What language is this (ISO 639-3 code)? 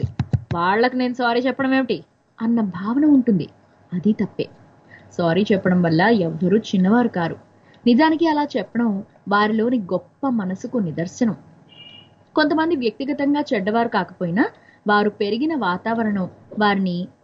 tel